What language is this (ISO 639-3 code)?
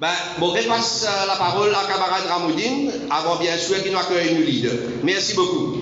mfe